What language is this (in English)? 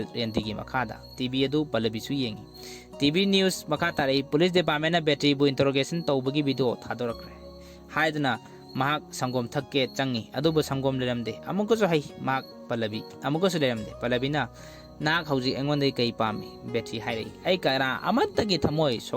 Manipuri